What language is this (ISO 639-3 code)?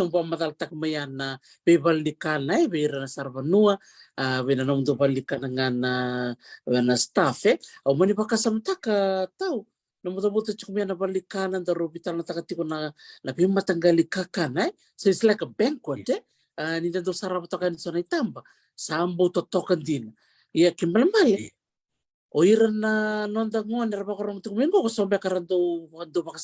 fij